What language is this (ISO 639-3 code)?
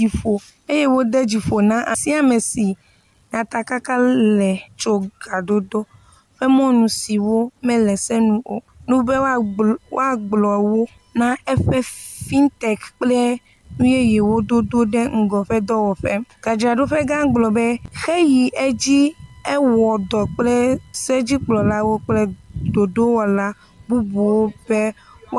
ewe